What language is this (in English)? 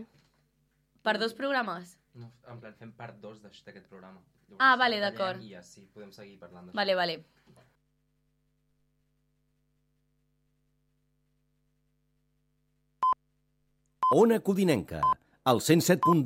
Catalan